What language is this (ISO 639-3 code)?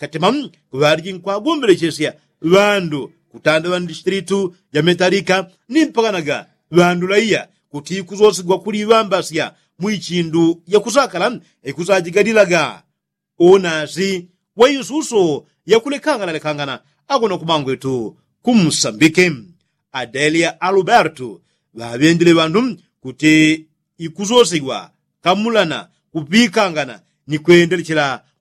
yao